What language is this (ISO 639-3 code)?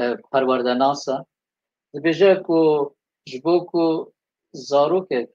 kur